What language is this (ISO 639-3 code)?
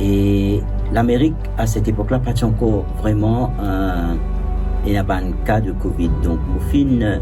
mfe